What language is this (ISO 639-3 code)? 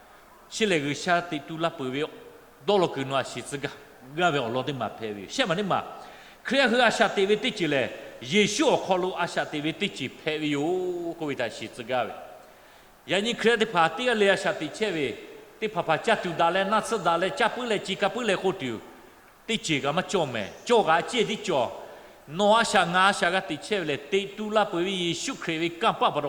lhu